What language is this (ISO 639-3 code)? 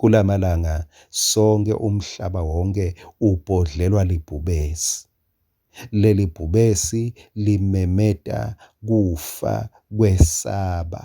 ssw